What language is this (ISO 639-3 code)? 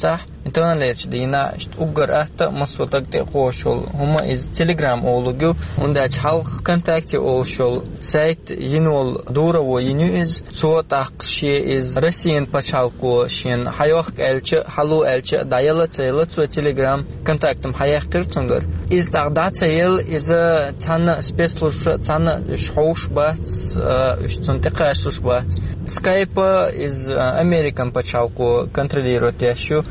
che